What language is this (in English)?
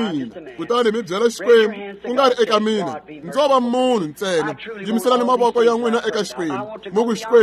Tsonga